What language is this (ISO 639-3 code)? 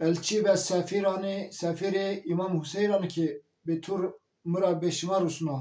zza